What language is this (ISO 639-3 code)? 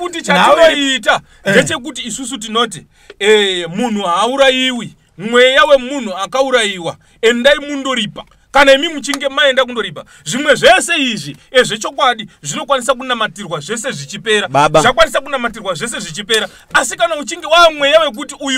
sna